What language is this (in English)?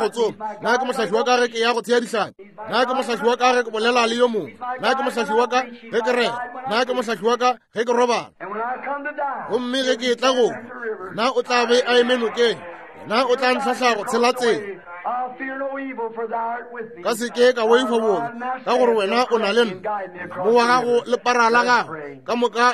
Northern Sotho